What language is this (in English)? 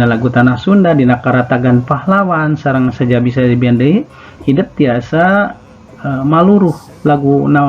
Sundanese